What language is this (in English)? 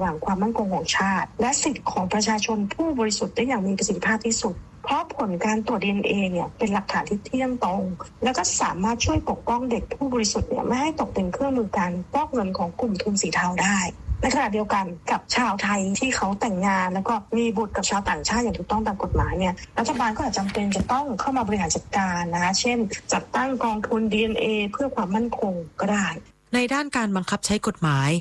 Thai